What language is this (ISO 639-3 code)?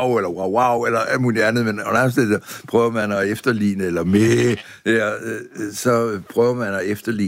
dan